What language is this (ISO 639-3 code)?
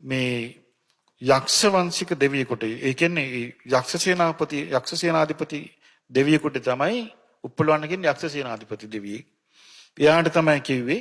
sin